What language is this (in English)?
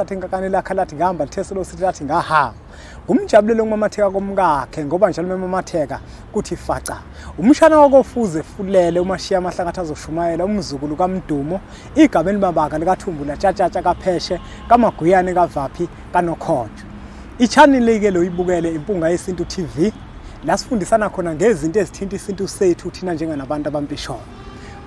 Zulu